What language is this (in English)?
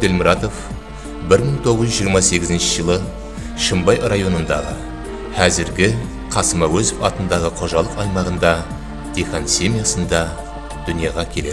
Kara-Kalpak